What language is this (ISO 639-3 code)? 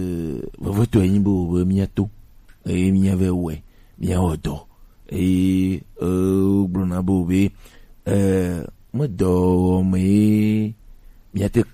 gej